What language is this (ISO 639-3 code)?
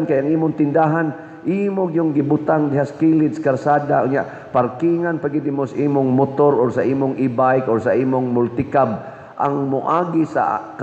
ceb